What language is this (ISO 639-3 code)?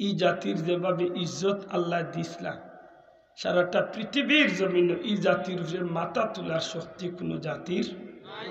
syl